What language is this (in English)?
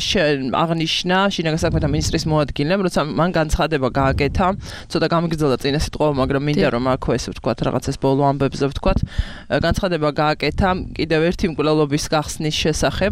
Georgian